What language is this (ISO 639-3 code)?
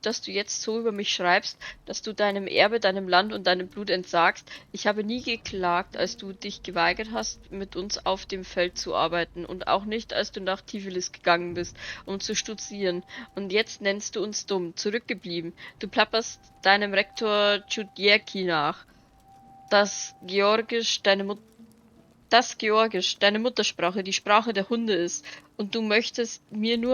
bar